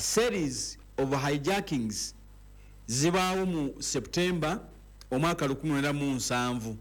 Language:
Ganda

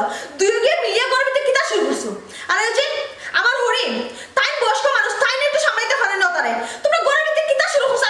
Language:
Sylheti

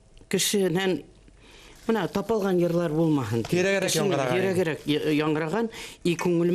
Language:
Bashkir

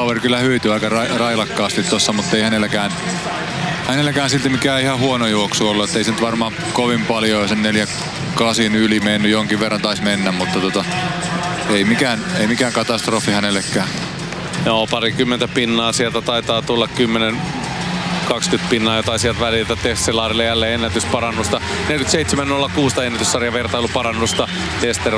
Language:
Finnish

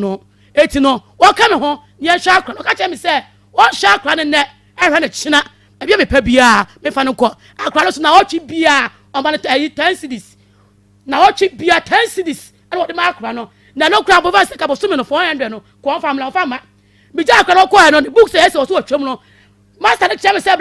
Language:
Akan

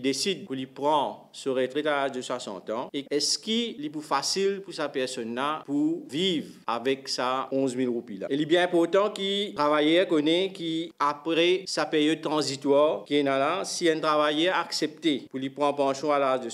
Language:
Morisyen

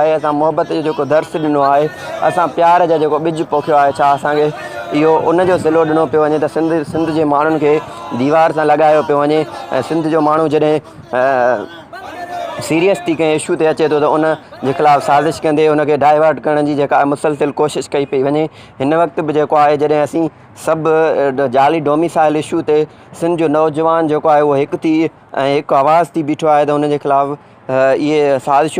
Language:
Sindhi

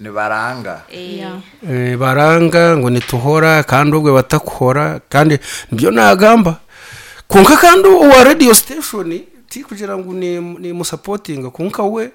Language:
Nyankole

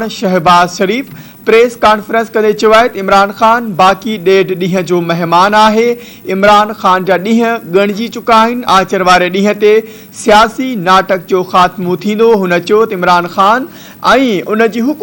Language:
Sindhi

